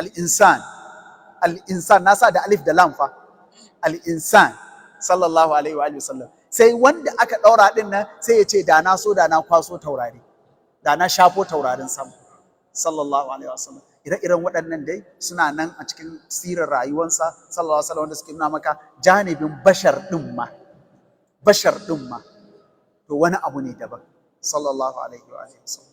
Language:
Hausa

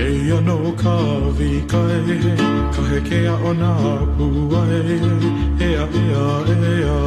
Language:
Hawaiian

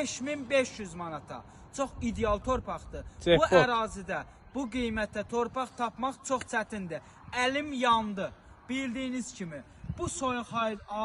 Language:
Azerbaijani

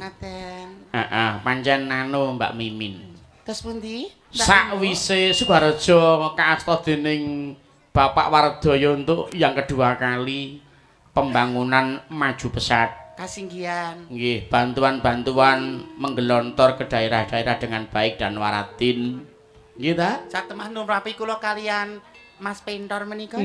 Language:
Javanese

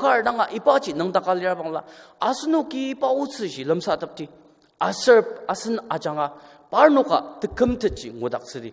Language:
Ao Naga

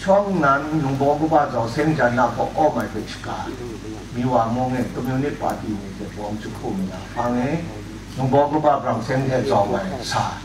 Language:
Kachin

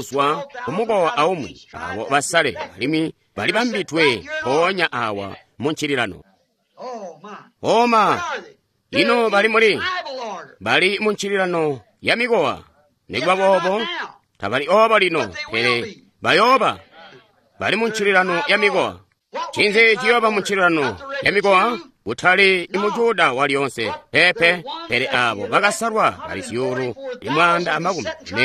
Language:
Tonga (Zambia)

